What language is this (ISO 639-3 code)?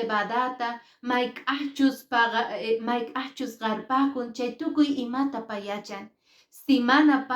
que